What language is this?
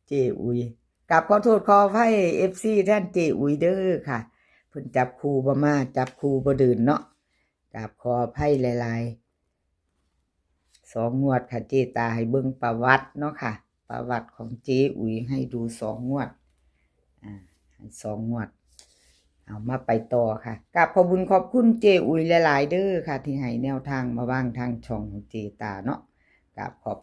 Northeastern Thai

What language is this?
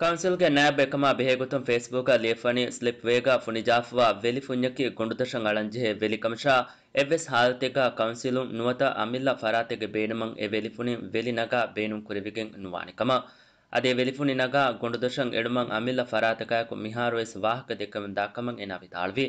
Divehi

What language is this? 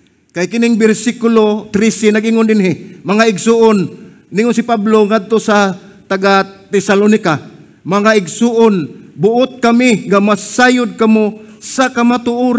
Cebuano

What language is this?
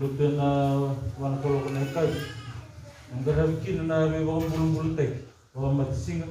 Fijian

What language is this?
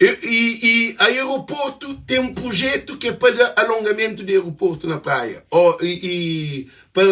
Kabuverdianu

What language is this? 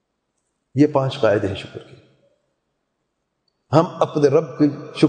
Urdu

